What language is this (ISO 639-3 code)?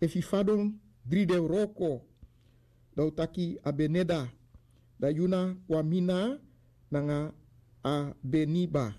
srn